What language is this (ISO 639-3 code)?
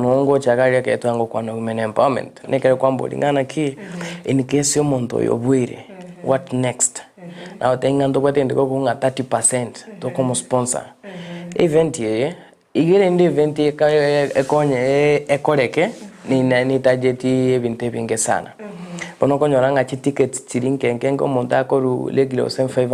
guz